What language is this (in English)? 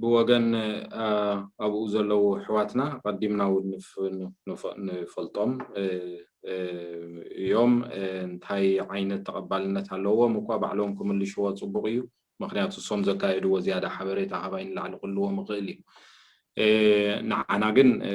Tigrinya